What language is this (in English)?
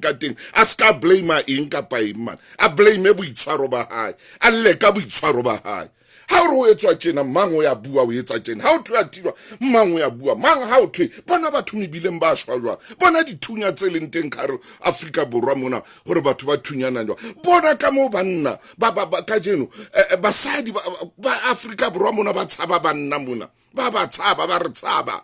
Southern Sotho